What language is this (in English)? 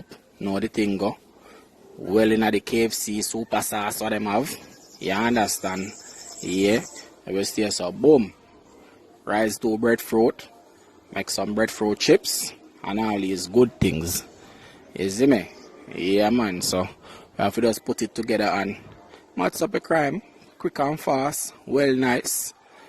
Jamaican Creole English